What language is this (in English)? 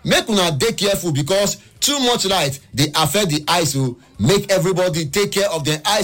Nigerian Pidgin